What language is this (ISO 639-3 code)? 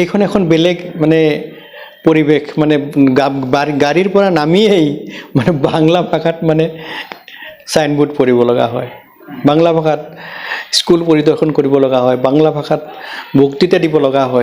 asm